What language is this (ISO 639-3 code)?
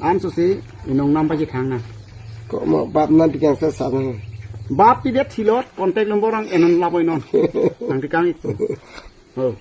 mjw